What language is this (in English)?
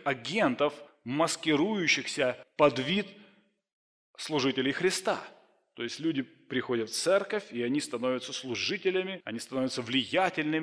Russian